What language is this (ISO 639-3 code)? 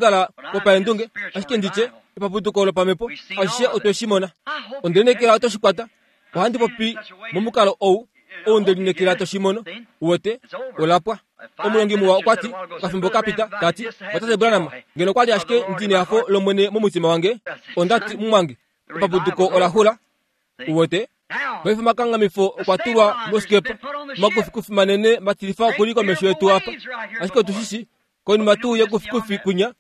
kua